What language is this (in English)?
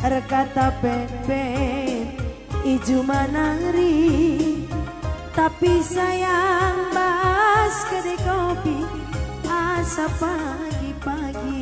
Batak Karo